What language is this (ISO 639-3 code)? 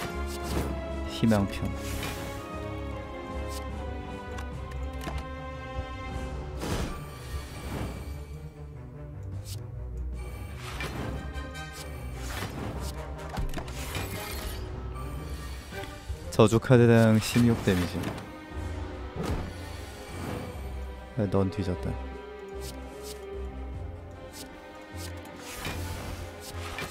kor